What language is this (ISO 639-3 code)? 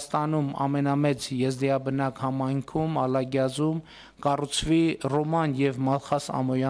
hye